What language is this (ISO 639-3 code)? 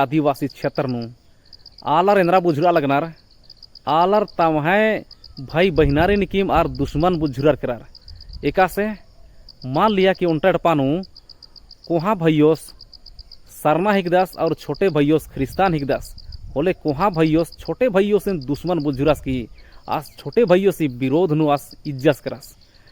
kru